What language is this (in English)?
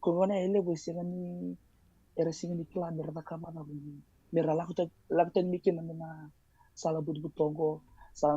Fijian